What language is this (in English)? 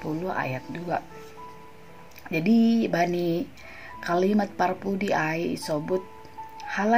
Batak Simalungun